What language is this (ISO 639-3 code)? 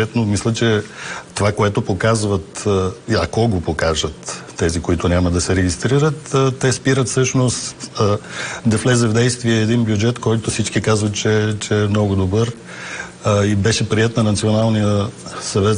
bul